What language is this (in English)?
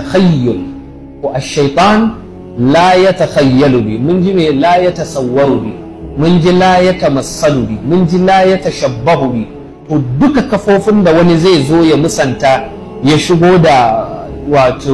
Hausa